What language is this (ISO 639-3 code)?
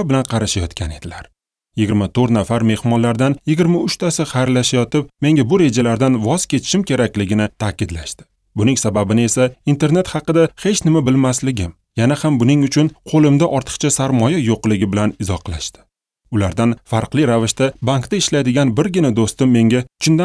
uzb